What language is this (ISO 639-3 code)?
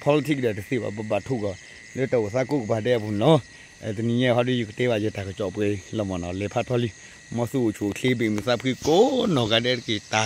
ksw